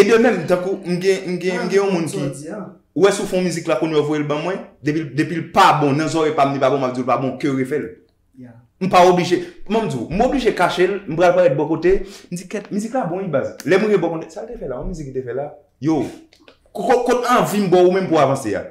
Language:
Haitian Creole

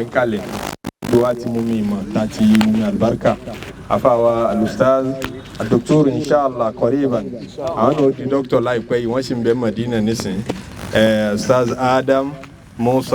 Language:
Yoruba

